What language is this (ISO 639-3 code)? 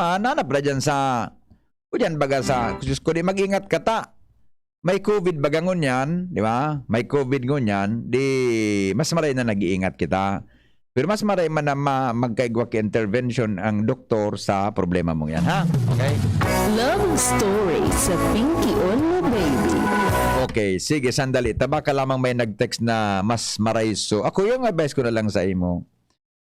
bik